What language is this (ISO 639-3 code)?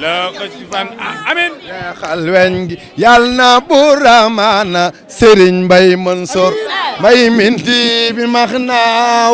wol